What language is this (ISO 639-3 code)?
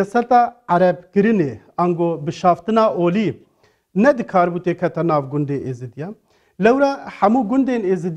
kur